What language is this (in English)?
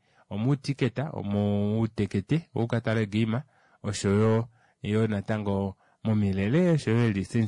Kuanyama